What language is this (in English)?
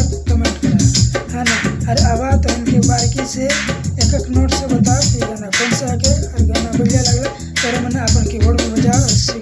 Sadri